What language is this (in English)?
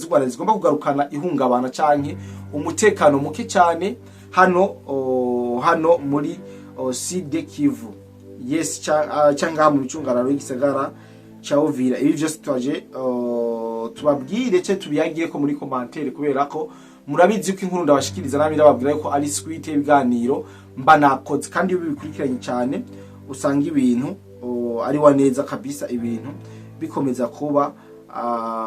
Rundi